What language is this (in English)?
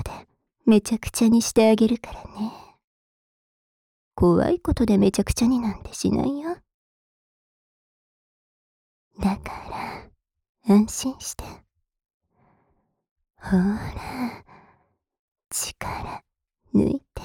Japanese